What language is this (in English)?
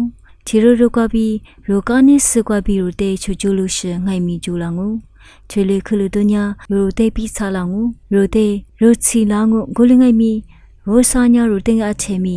Lisu